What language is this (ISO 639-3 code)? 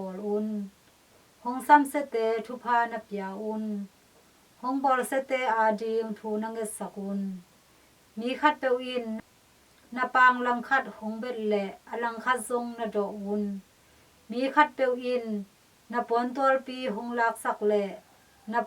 ctd